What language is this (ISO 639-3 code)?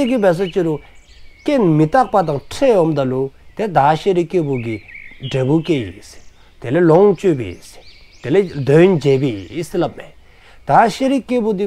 dzo